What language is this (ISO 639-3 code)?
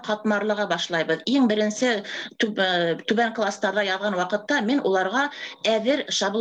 bak